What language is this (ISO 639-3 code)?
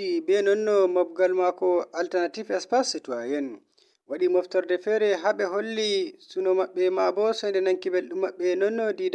fuv